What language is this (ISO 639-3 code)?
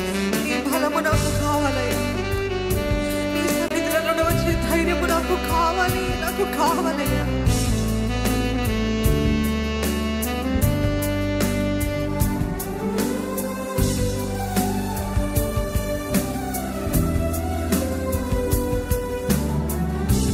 tel